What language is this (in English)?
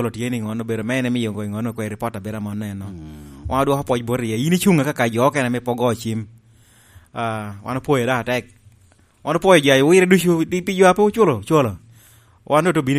Lango (Uganda)